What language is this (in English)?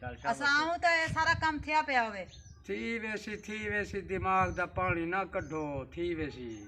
Saraiki